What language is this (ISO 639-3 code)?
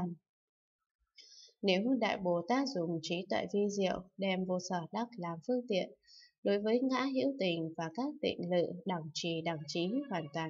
vie